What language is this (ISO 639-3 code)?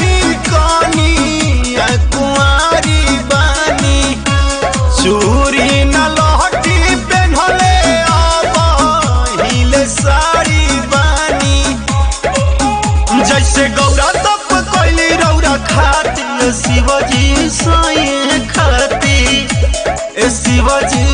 bho